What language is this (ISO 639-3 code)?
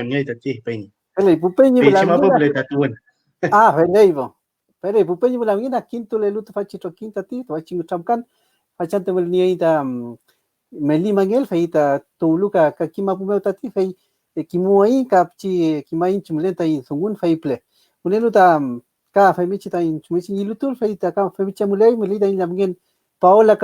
arn